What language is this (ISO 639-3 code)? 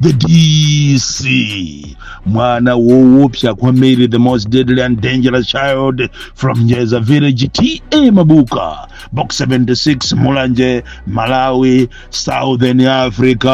nya